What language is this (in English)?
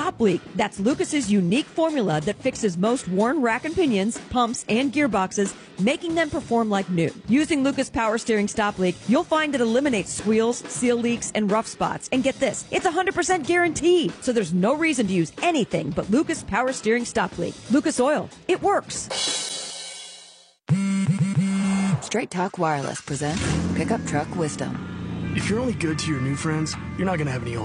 English